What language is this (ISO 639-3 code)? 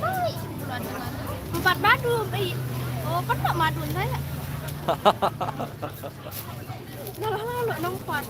sas